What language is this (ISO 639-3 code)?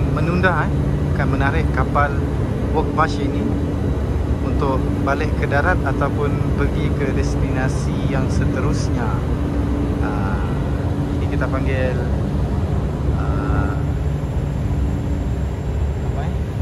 msa